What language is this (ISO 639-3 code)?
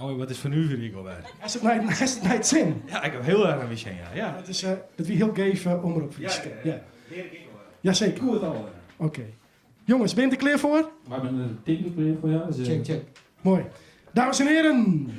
fry